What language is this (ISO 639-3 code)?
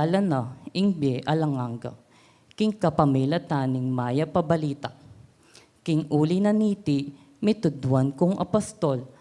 pam